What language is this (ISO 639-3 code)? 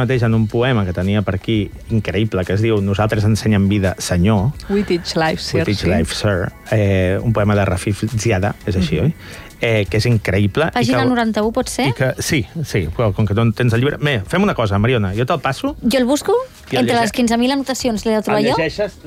cat